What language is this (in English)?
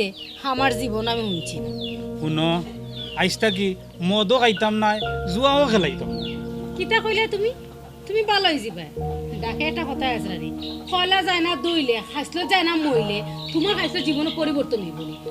Sylheti